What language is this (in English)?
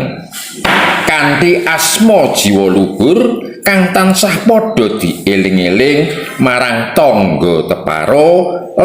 Javanese